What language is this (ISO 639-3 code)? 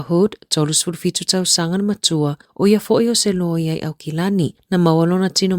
smo